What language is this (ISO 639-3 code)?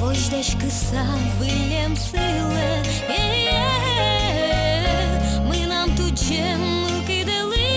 udm